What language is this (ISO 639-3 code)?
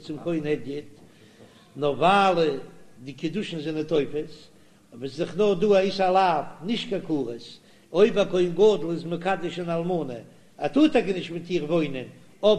yid